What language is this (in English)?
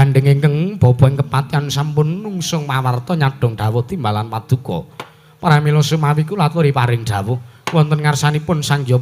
Javanese